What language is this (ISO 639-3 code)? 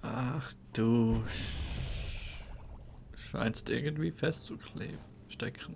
gsw